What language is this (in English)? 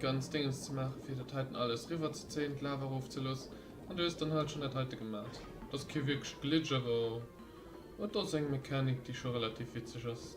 Luxembourgish